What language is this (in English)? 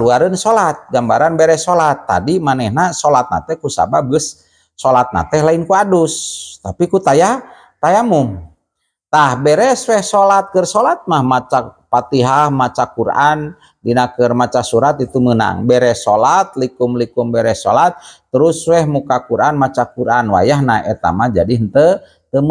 Sundanese